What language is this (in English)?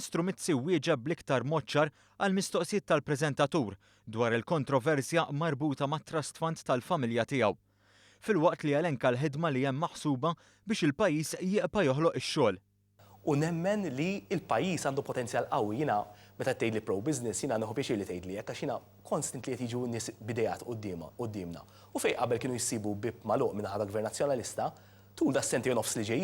Maltese